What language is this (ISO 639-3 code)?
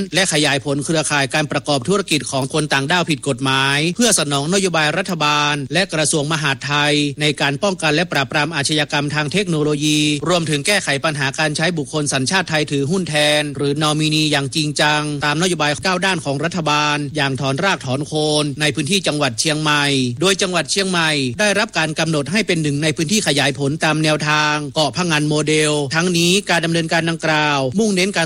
tha